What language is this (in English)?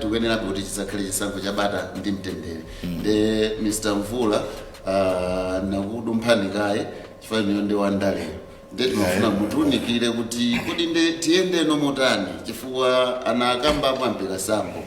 Nyanja